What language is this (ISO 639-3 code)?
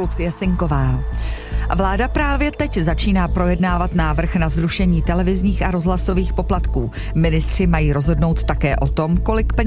ces